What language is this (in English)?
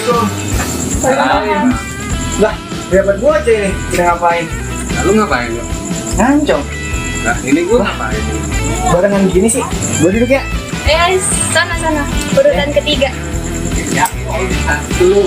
Betawi